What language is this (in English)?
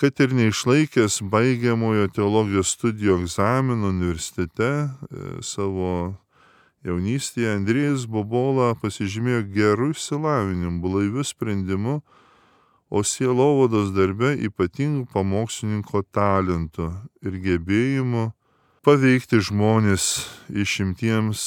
Lithuanian